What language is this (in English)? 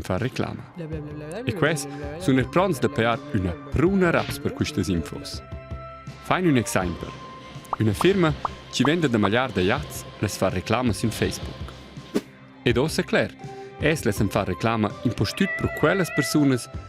Romansh